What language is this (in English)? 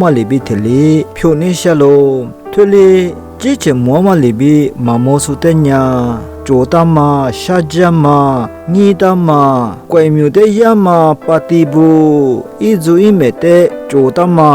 Lisu